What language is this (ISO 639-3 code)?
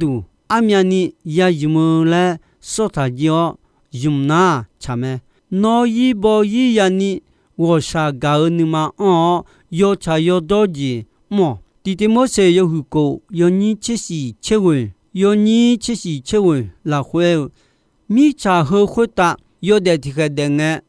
ahk